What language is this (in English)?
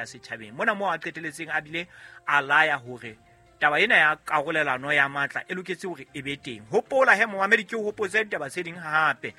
Southern Sotho